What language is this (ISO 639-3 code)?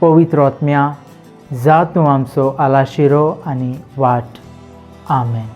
kok